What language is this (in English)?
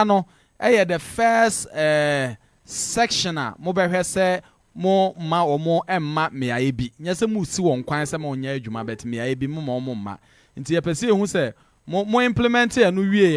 Akan